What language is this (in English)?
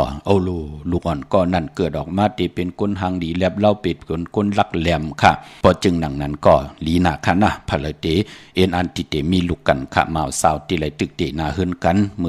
Shan